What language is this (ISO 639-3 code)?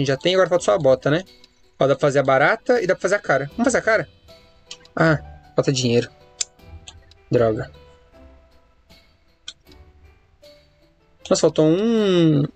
por